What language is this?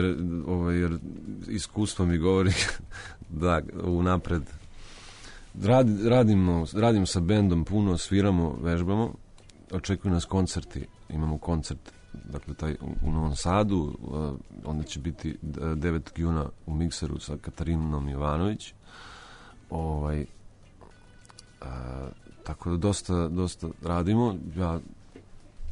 Serbian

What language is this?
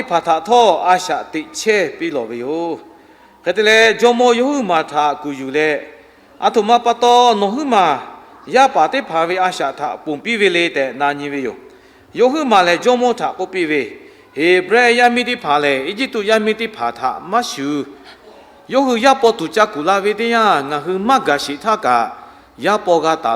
Lahu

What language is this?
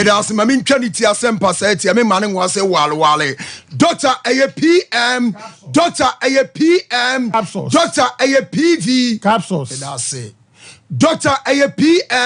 Akan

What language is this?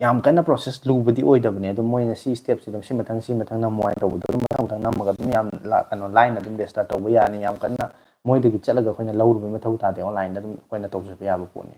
Manipuri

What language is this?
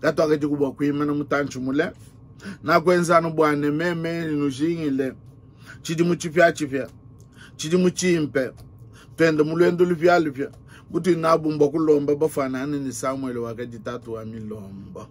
Luba-Lulua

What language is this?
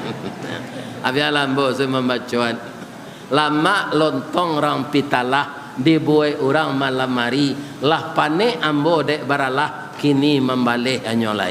Minangkabau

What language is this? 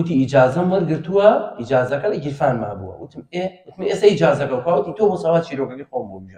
Central Kurdish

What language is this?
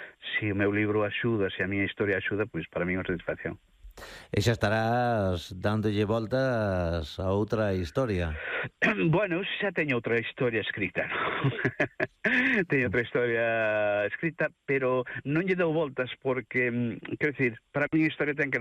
Galician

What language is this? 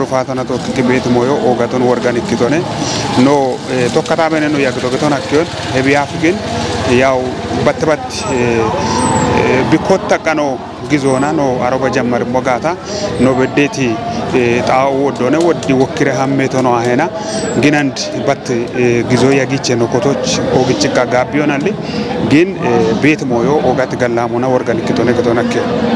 Kafa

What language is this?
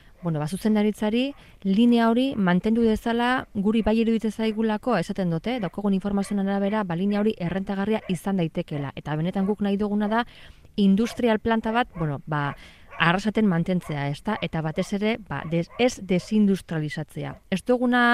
Basque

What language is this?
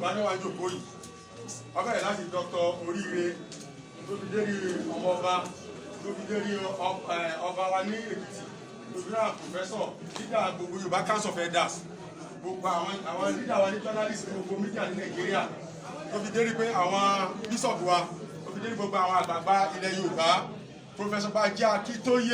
Yoruba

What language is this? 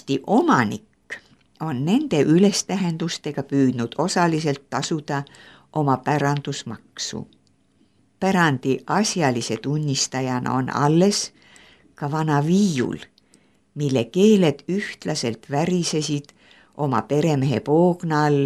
Estonian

